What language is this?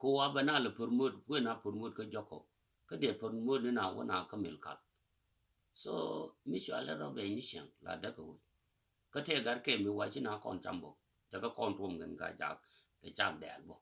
Nuer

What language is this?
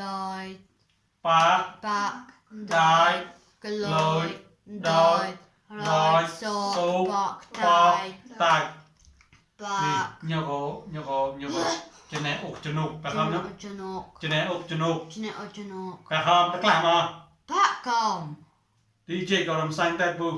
Mon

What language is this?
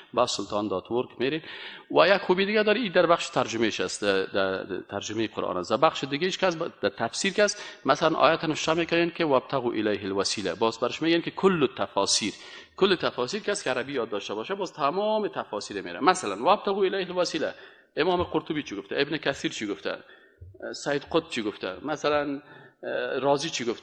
Persian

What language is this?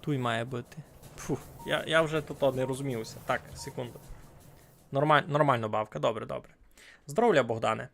Rusyn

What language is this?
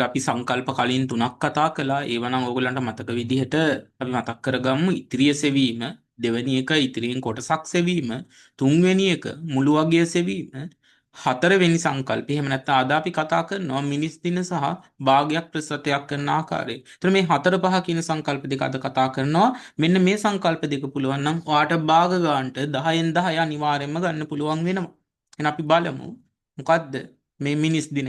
Sinhala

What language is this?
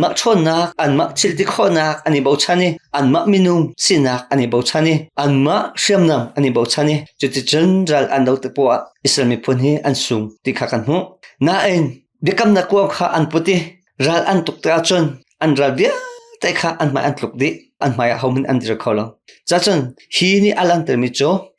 Hakha Chin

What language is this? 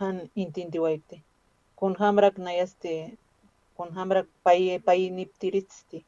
Aymara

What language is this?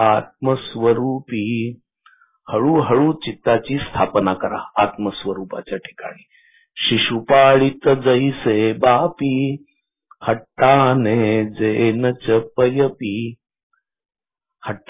Marathi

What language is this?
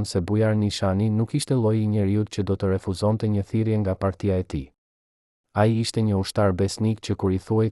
Albanian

